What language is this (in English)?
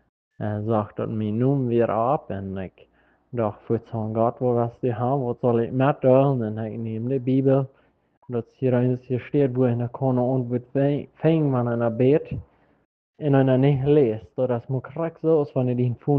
Plautdietsch